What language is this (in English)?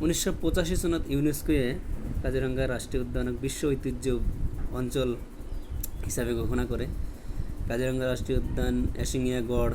Assamese